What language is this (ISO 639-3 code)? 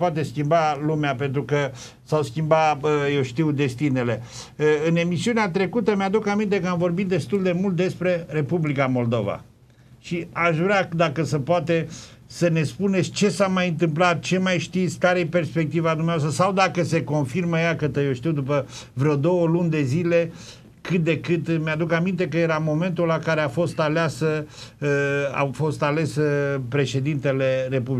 ron